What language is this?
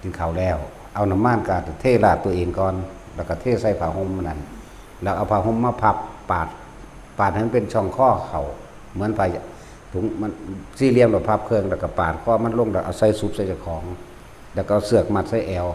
Northeastern Thai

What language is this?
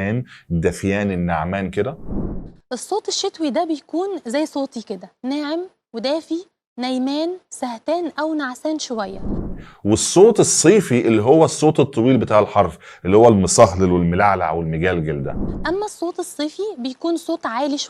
Egyptian Arabic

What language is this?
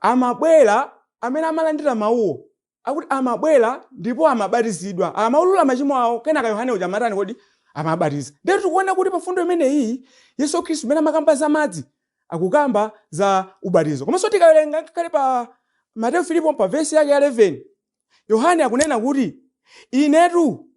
Nyanja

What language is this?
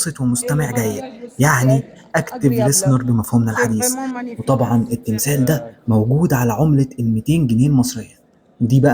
Egyptian Arabic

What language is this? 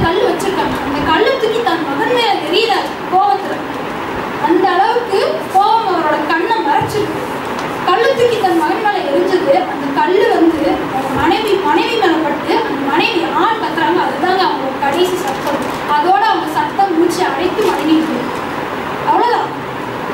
Tamil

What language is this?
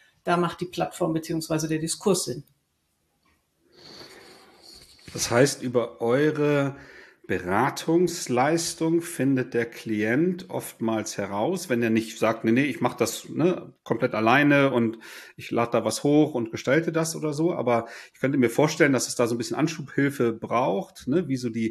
German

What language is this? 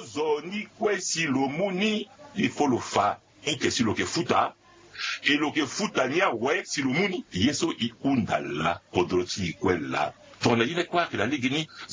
Sango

